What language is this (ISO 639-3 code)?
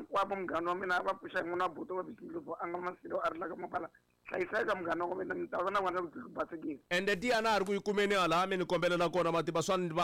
tso